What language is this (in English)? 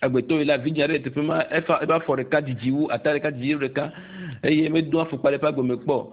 Ewe